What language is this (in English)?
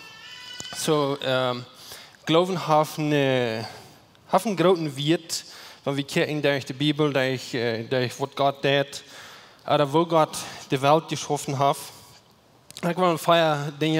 Plautdietsch